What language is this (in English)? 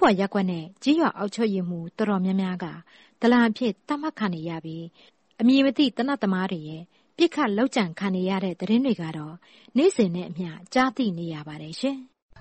Burmese